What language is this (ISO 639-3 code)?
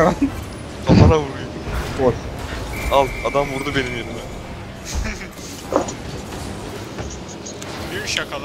tur